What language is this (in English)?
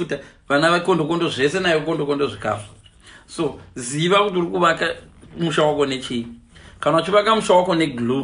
Shona